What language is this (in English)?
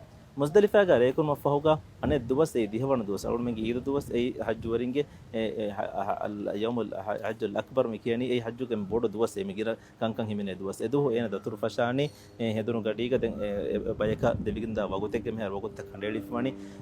Divehi